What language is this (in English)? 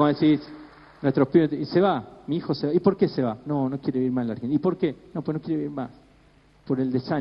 Spanish